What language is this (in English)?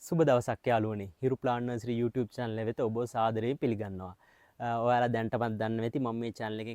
Sinhala